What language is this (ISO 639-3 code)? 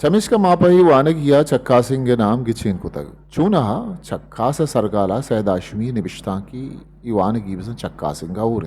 bgp